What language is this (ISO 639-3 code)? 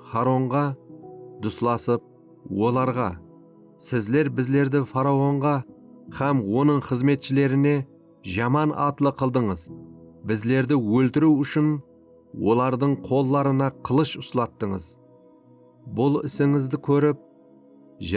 kaa